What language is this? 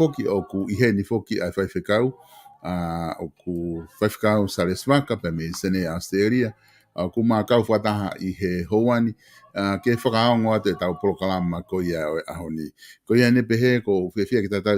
Tongan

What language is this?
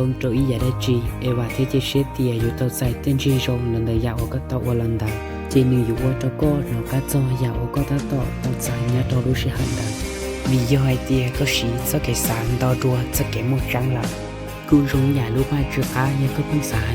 Hmong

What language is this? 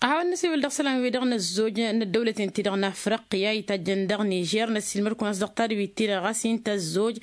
Tamasheq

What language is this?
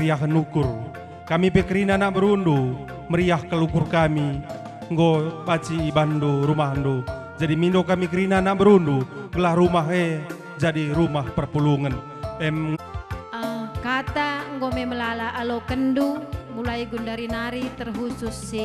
Batak Karo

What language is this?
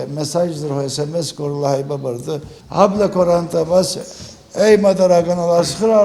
Abkhazian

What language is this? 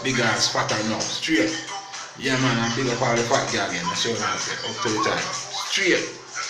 Jamaican Creole English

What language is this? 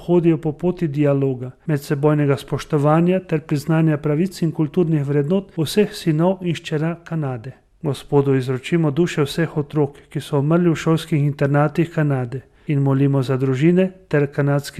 Slovenian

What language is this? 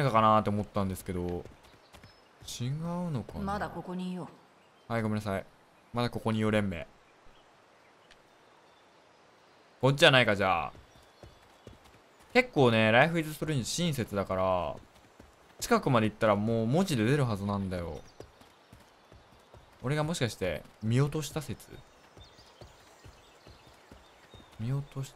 Japanese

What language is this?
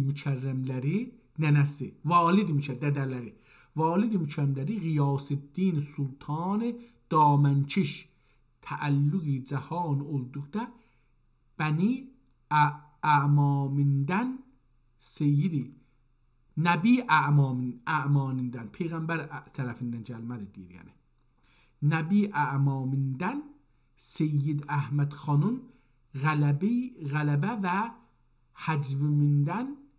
South Azerbaijani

